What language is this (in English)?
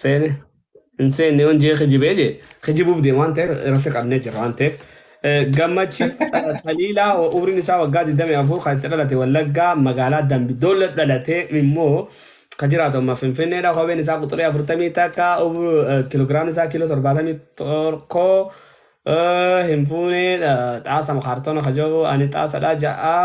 Oromo